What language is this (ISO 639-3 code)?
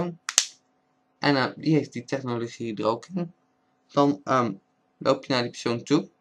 nld